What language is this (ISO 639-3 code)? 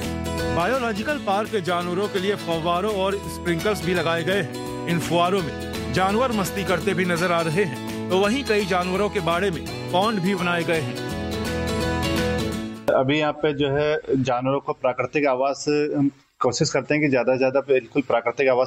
hin